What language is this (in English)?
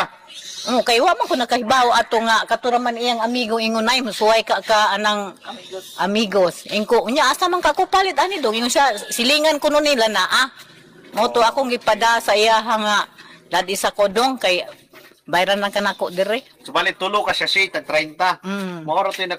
Cebuano